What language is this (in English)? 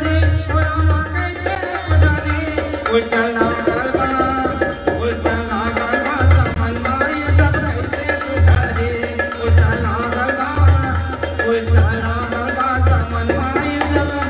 Bhojpuri